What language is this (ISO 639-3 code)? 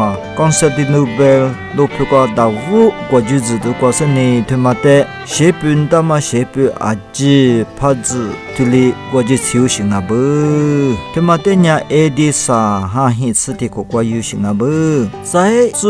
lis